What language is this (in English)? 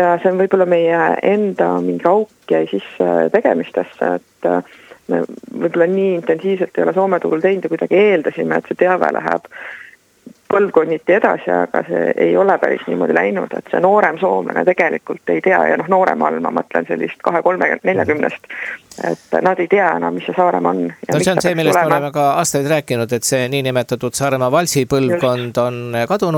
Estonian